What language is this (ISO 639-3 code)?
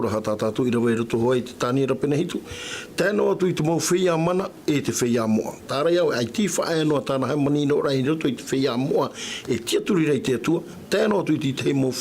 tah